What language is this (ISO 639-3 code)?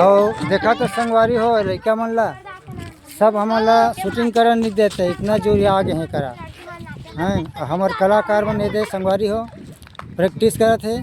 hne